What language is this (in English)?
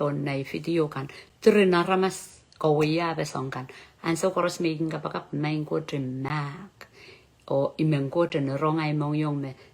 Pohnpeian